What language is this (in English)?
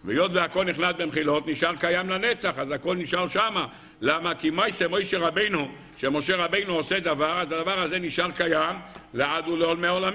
Hebrew